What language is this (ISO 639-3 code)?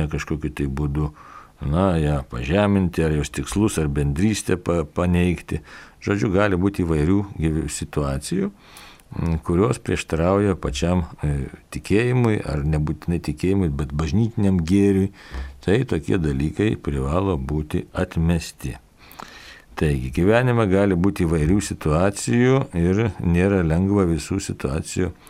lit